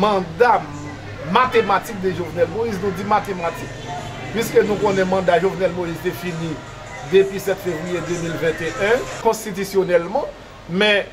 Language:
Haitian Creole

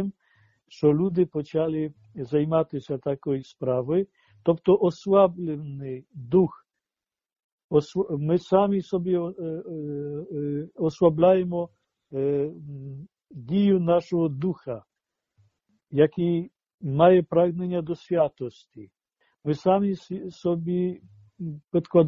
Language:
Ukrainian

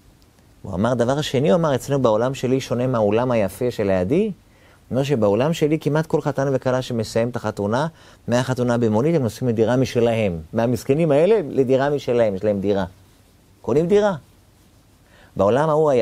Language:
Hebrew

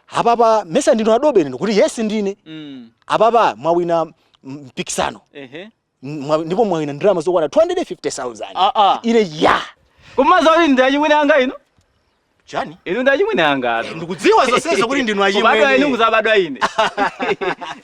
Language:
Nyanja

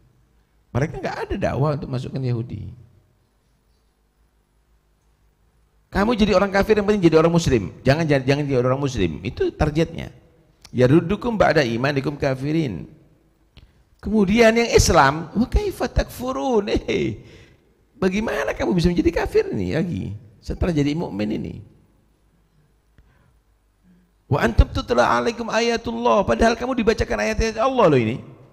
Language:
Indonesian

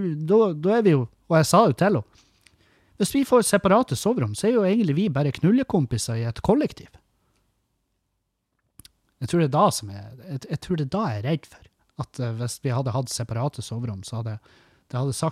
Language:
Norwegian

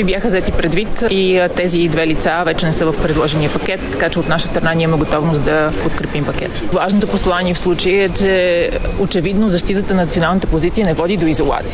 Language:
Bulgarian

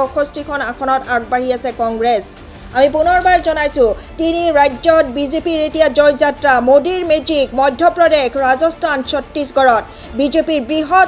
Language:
Assamese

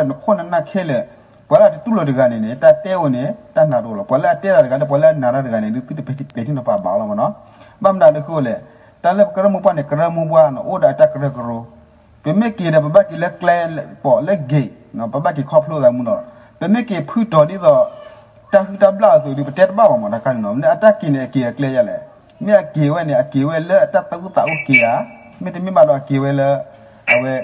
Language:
S'gaw Karen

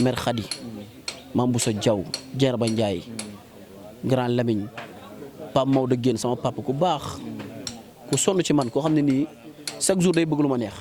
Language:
Wolof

